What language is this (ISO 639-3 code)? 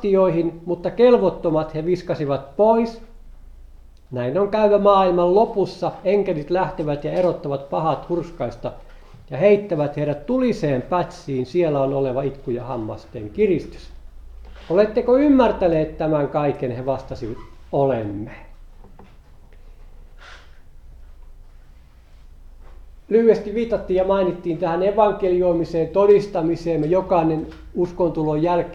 fin